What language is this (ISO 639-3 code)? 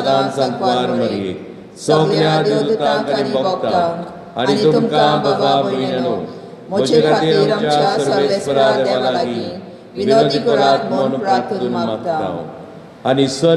kok